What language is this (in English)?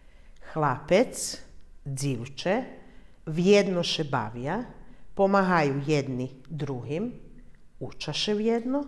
Rusyn